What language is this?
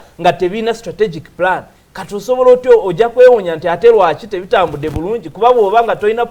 Ganda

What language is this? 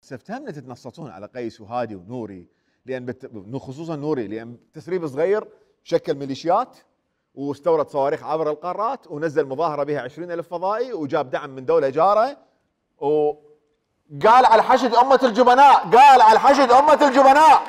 Mesopotamian Arabic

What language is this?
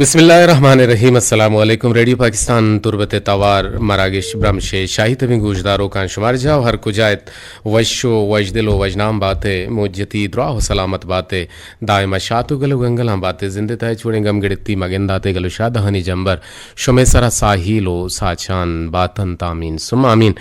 Eastern Balochi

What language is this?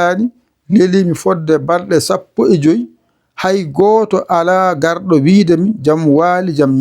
Fula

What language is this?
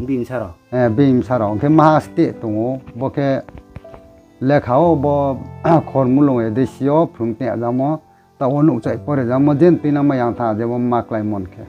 Riang (India)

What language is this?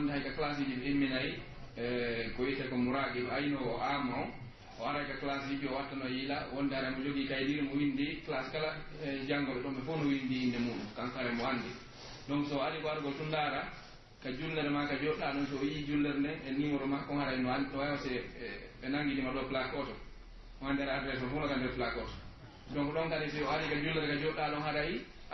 Pular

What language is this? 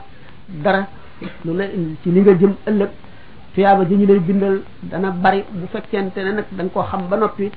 Wolof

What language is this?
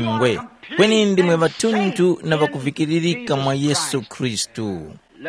Tumbuka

